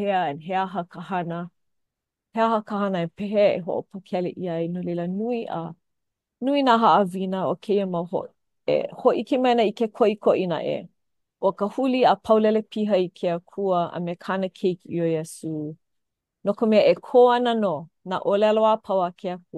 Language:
Hawaiian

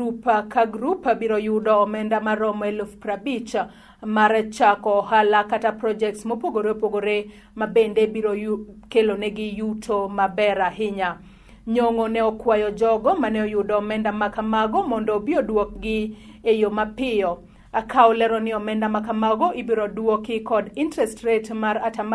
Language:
Luo (Kenya and Tanzania)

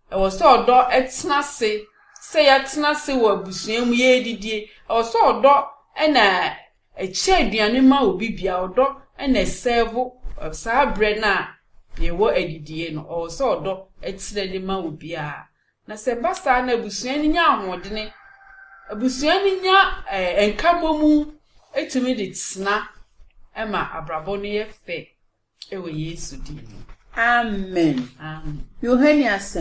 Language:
Akan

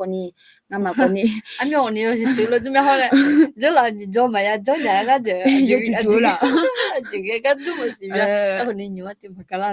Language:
Akha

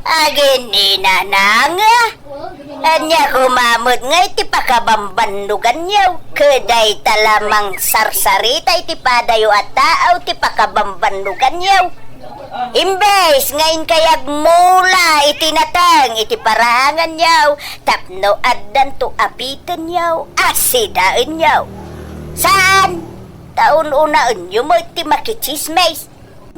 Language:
Iloko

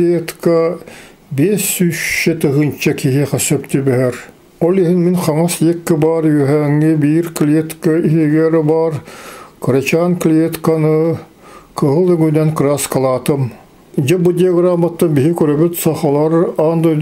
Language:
Yakut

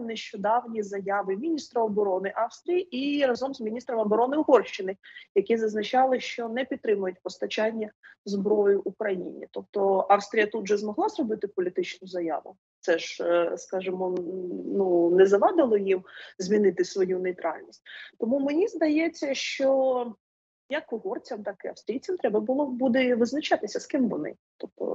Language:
Ukrainian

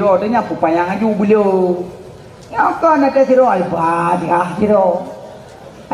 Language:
Achinese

